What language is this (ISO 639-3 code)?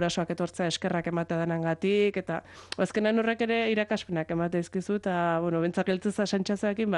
eus